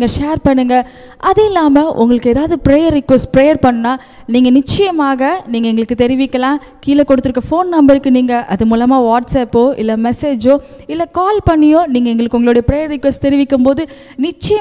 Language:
Tamil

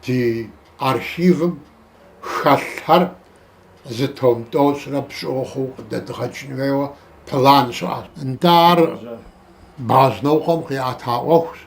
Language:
Kabardian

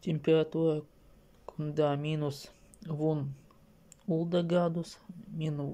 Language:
Chuvash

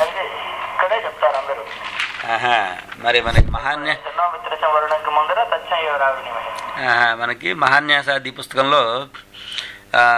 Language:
Sanskrit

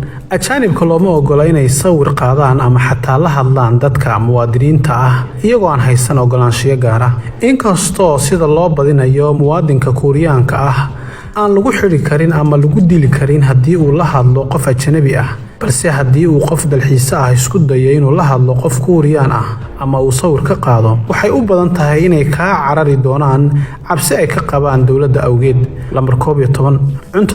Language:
Somali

